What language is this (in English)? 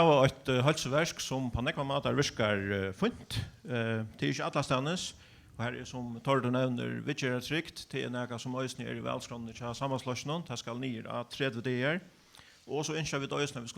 Faroese